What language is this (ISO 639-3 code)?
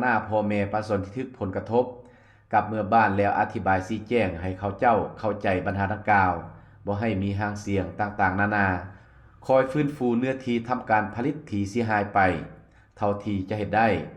lao